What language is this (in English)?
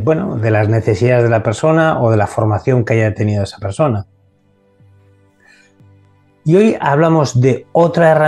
Spanish